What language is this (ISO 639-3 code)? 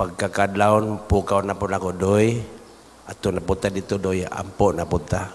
ceb